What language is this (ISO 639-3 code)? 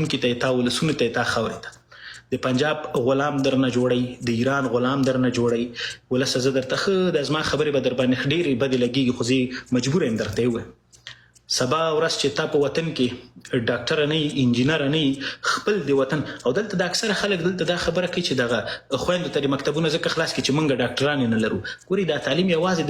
pus